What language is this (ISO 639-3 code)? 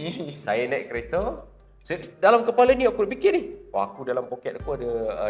msa